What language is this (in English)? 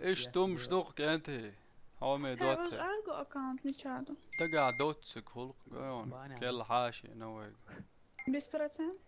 Chechen